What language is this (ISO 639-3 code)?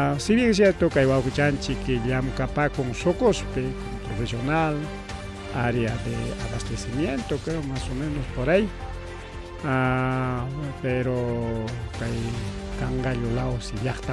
quy